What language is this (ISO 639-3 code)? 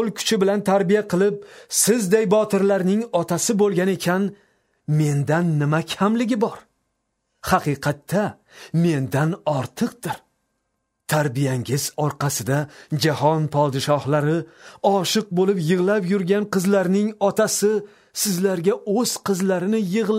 uzb